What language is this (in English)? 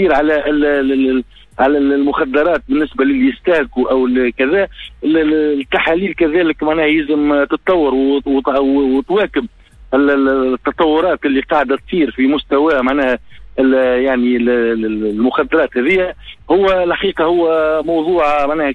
Tunisian Arabic